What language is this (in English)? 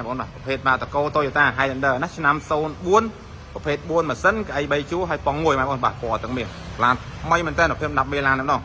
Khmer